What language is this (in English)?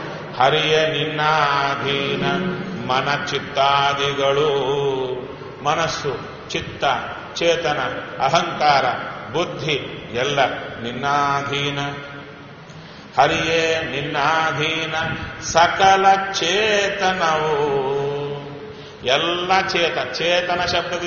Kannada